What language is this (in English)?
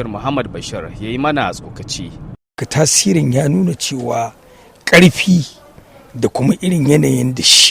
Hausa